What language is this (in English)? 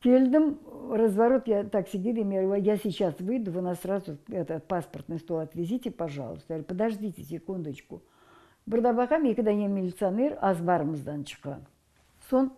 Crimean Tatar